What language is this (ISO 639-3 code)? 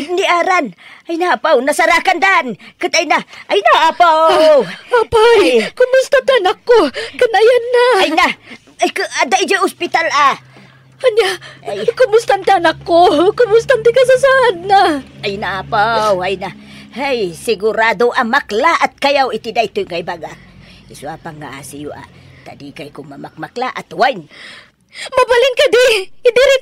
ilo